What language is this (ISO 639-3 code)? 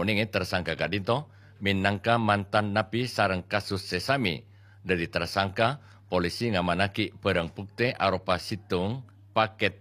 mad